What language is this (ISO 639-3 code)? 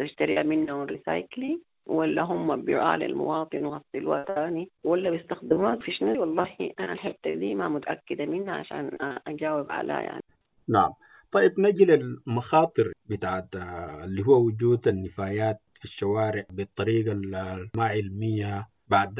apd